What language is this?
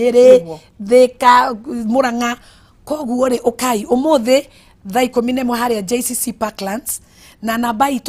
Kikuyu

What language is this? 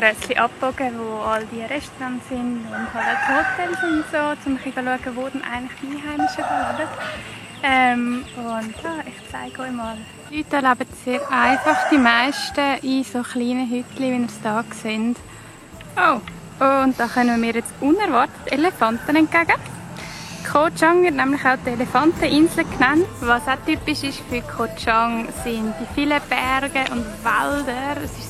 Swiss German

